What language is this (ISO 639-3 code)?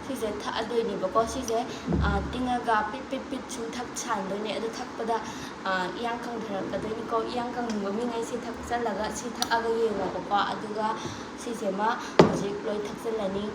mni